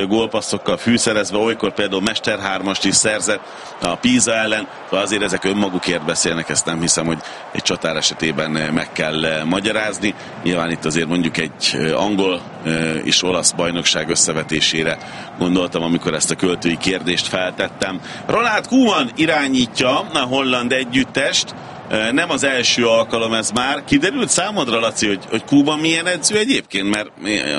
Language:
Hungarian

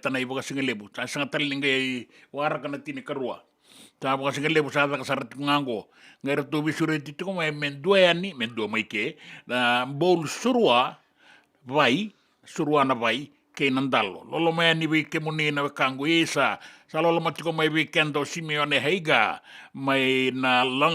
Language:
Fijian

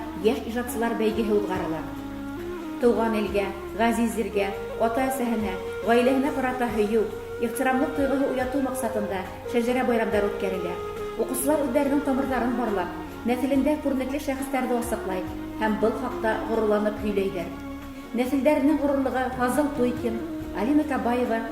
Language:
Bashkir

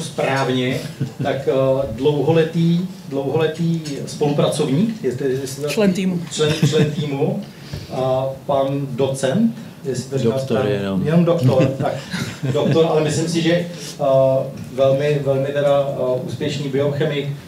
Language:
Czech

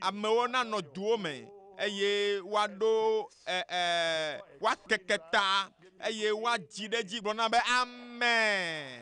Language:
Ewe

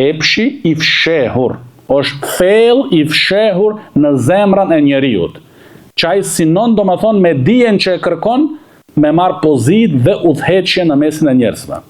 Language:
Albanian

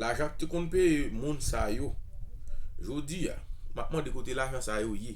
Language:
Haitian Creole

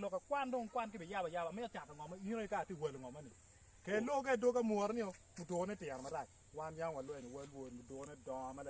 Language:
Acoli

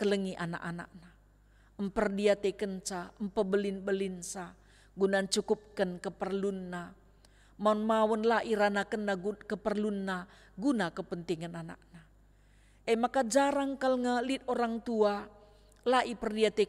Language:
Batak Karo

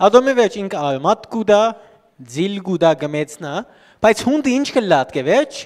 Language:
Western Armenian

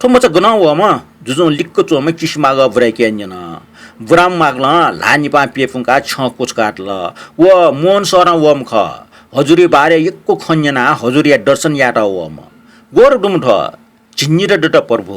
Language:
Newari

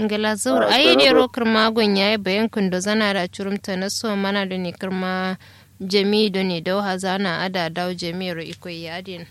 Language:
Kanuri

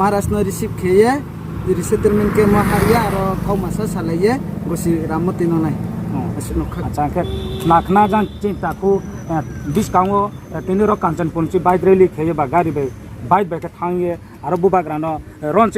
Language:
Riang (India)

